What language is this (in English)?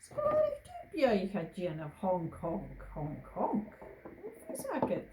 Scottish Gaelic